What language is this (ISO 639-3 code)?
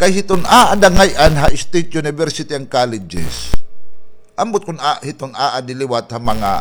war